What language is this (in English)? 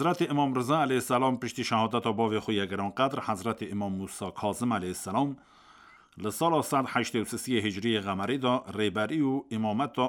Kurdish